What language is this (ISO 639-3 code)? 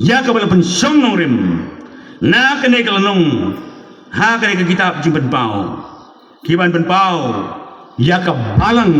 kha